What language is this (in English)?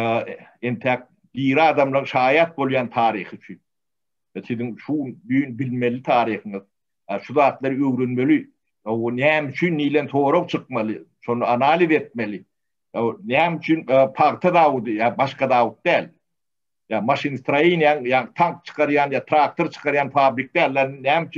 Turkmen